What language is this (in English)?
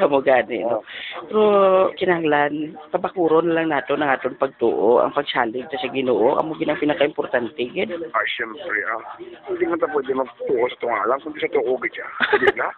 Hiligaynon